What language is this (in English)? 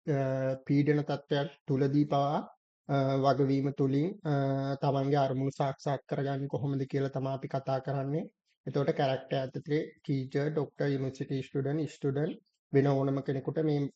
Sinhala